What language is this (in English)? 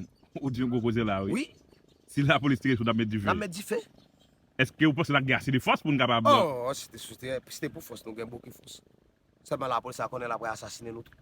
Haitian Creole